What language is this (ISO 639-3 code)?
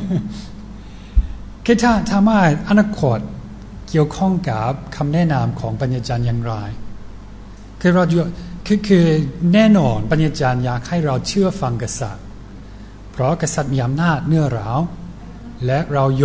tha